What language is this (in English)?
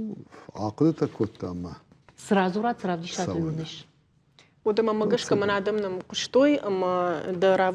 Ossetic